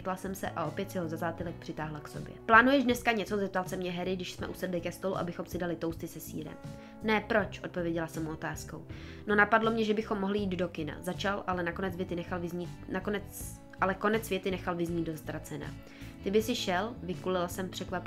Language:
Czech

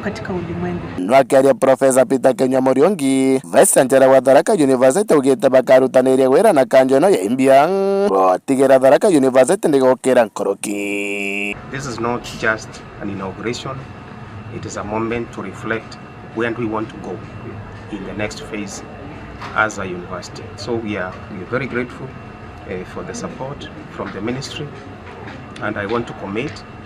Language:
Meru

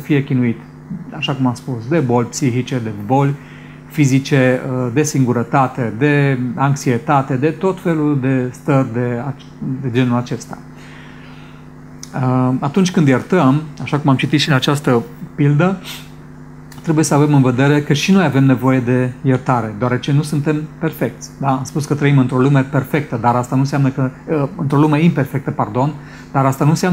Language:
Romanian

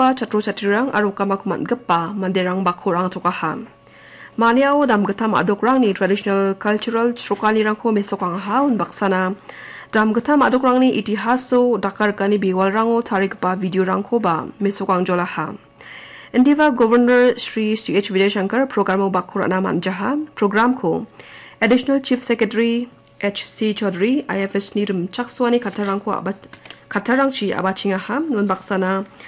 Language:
Garo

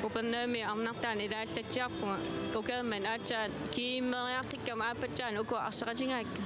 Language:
Kalaallisut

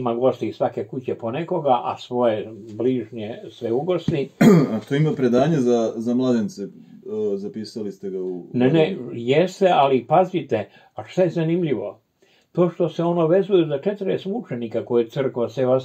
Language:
Serbian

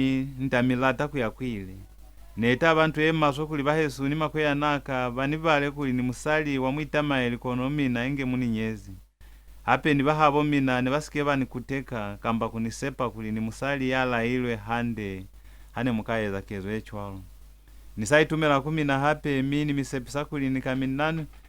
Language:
Lozi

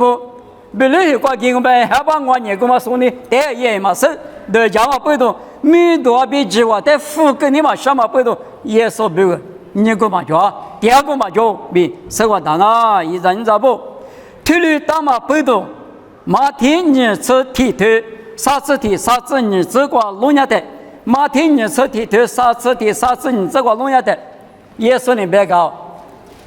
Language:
Lisu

